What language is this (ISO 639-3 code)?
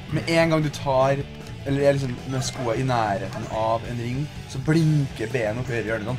nor